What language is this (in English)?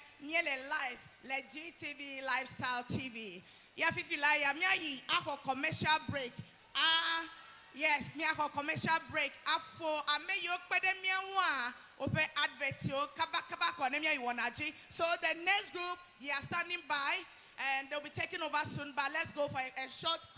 Ewe